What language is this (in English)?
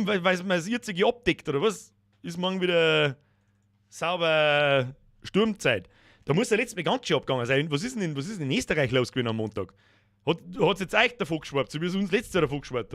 Bavarian